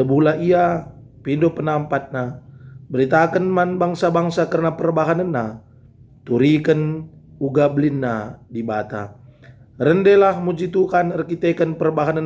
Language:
Batak Karo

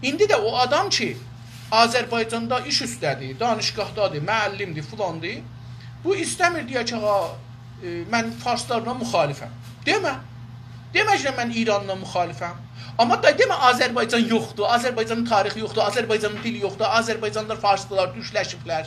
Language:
South Azerbaijani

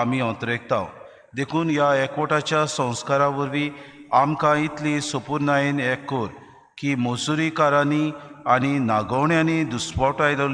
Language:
Konkani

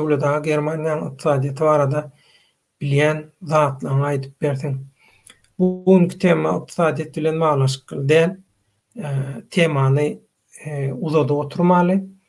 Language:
Turkmen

